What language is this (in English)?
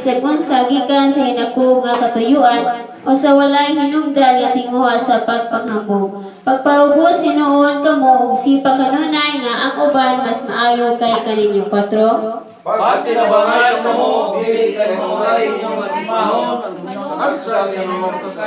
Cebuano